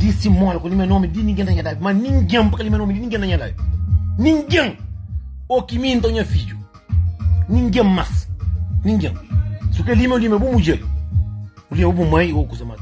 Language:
Kabuverdianu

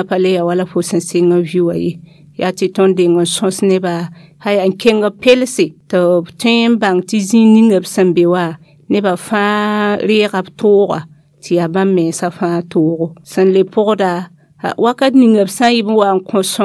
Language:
Mossi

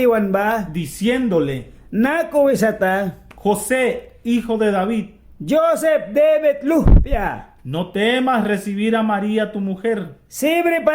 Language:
Mískito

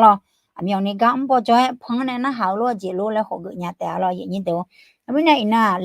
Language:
Akha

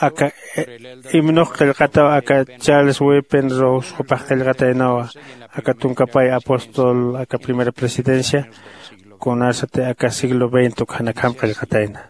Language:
Aymara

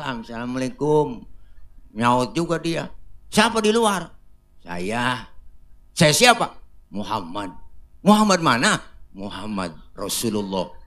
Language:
Betawi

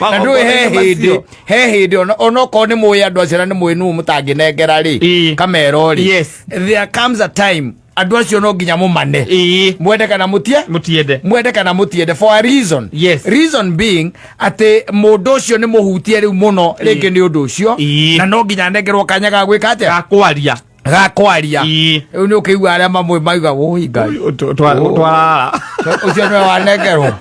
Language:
Kikuyu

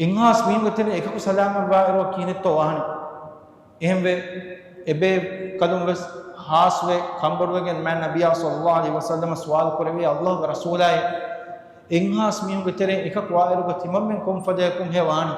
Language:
Divehi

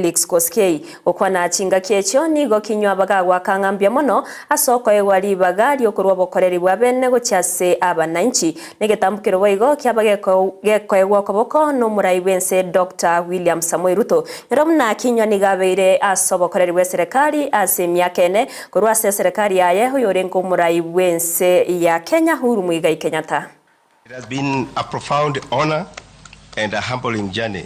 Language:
Gusii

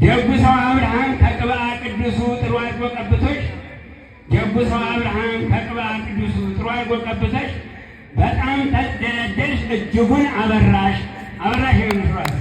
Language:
Amharic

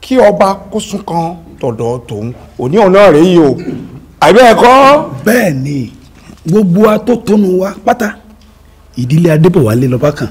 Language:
Yoruba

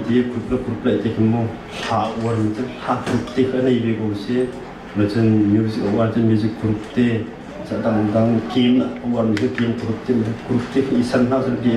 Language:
Hakha Chin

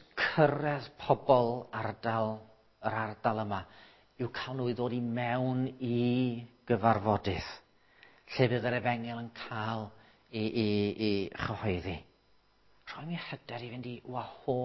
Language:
Welsh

